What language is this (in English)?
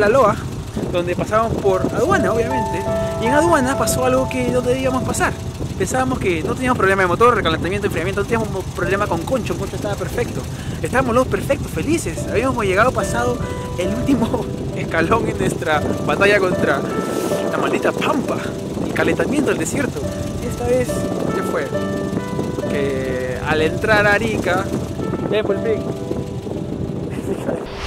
Spanish